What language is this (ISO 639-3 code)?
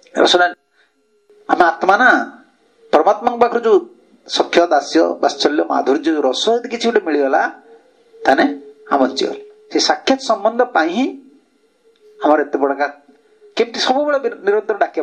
ori